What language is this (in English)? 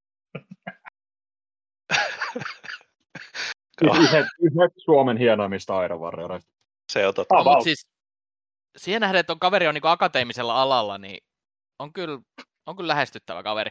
Finnish